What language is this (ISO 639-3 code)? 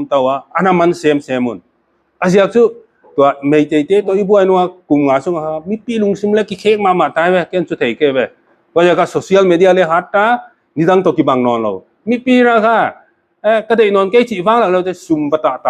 pck